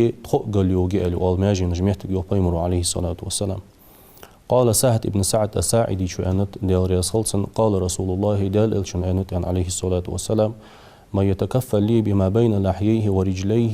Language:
Ingush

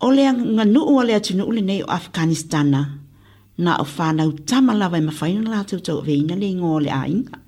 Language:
Samoan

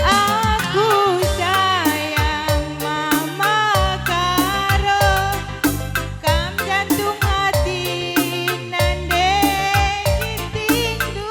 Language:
Batak Karo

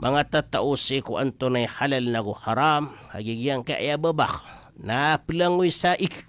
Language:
Maranao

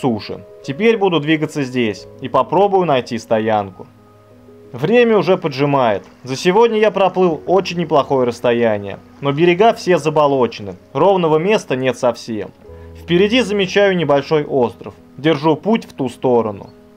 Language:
Russian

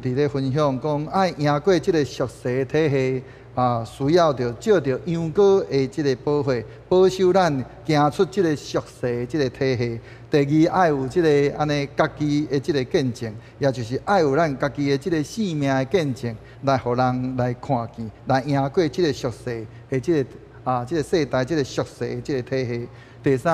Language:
Min Nan Chinese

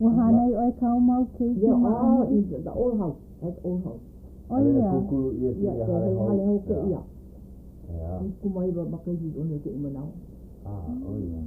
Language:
Hawaiian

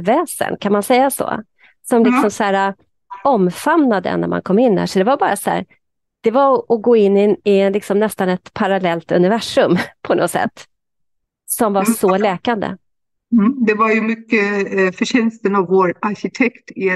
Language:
Swedish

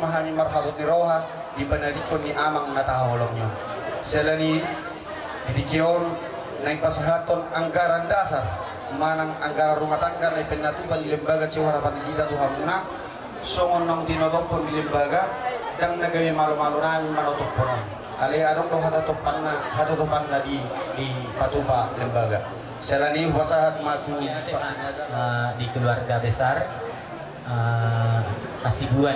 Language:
Batak Toba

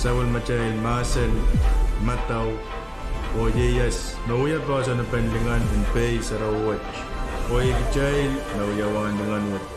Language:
Pohnpeian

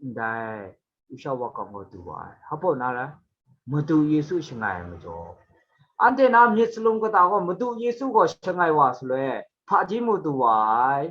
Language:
Kachin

